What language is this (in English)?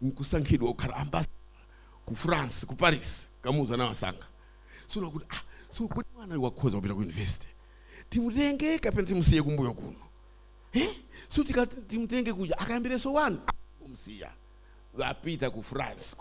Nyanja